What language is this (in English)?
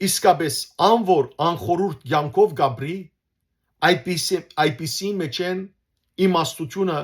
Western Armenian